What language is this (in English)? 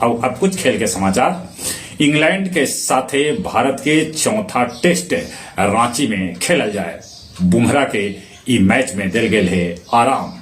Magahi